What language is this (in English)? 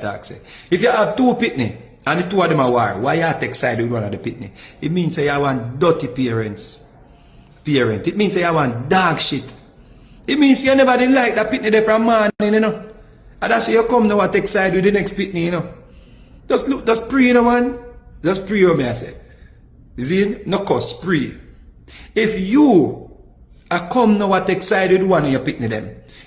Jamaican Creole English